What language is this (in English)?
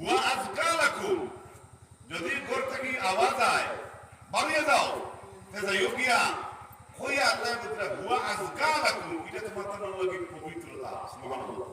Sylheti